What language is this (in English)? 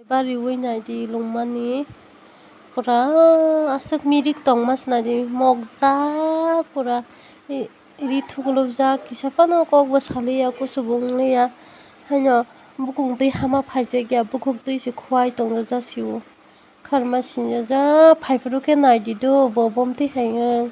Kok Borok